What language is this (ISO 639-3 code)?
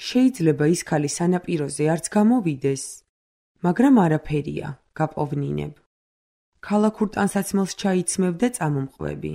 kat